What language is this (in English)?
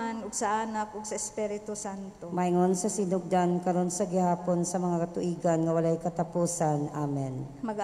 Cebuano